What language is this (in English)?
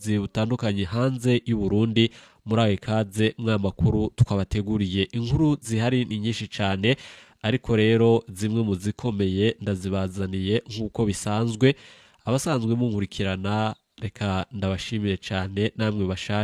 Rundi